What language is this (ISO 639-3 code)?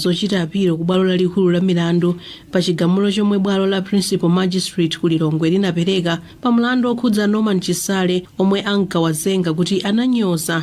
nya